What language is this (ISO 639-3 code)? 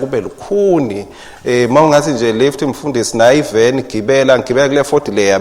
ssw